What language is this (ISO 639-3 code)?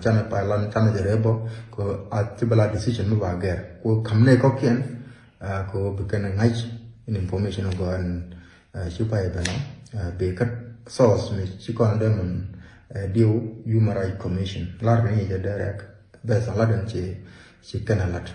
nus